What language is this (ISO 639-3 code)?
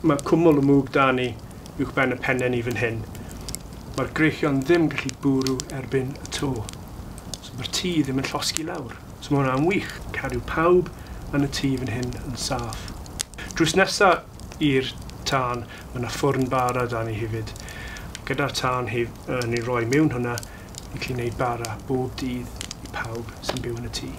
cym